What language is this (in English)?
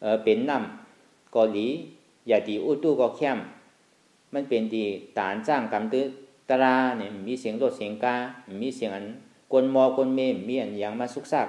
Shan